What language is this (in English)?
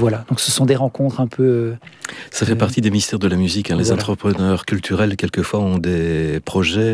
French